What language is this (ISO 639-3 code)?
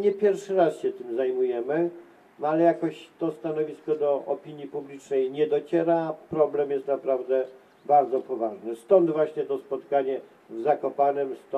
pol